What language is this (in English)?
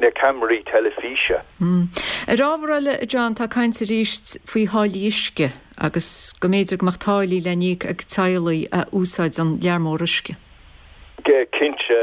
Irish